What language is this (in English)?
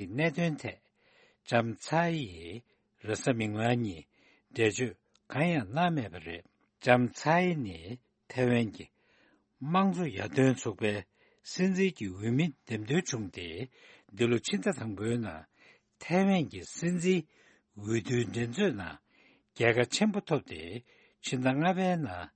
Tibetan